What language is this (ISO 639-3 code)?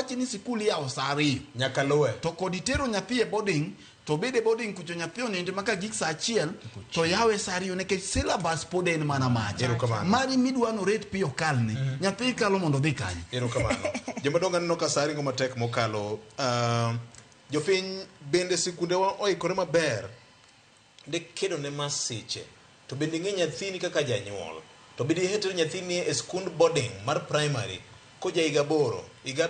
luo